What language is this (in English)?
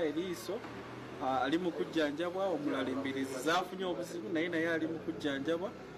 Ganda